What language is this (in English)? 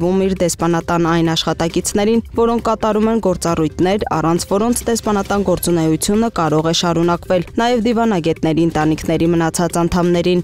Armenian